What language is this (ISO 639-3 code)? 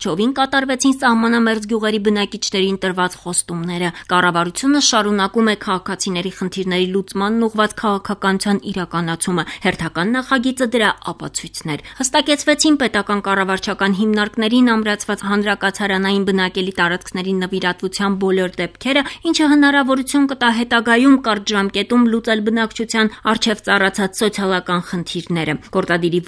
hye